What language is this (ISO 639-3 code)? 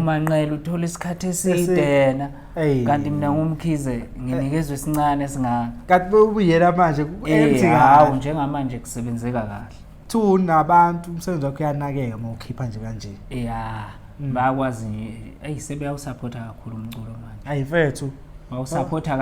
zul